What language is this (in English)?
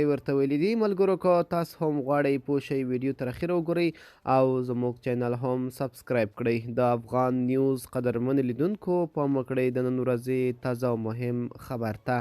Pashto